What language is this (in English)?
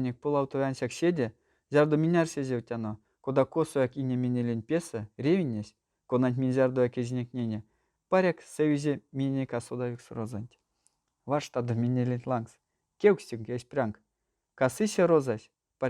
Erzya